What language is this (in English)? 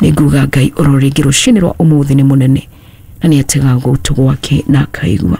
Kikuyu